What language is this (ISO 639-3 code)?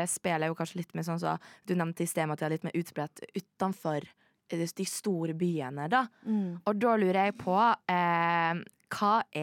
nor